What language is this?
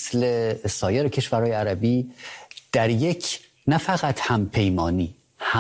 Persian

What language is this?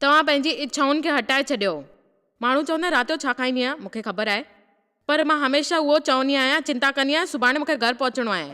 Sindhi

